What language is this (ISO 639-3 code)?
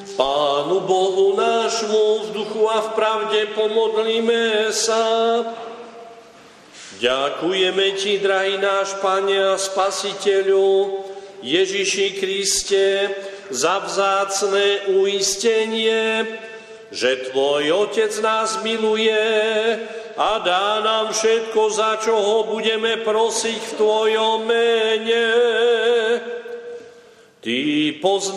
slk